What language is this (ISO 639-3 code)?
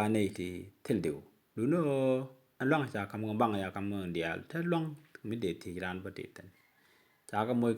nus